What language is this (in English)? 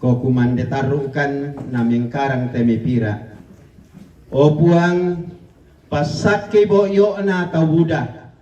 Toraja-Sa'dan